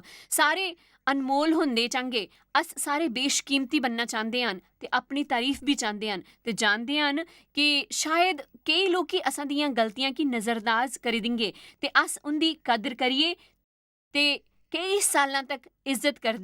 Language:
Dogri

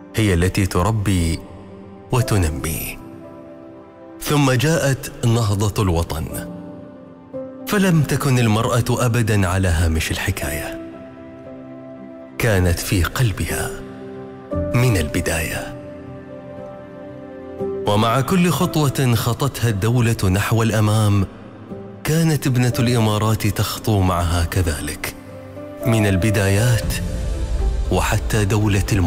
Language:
Arabic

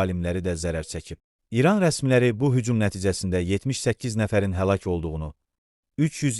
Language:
Azerbaijani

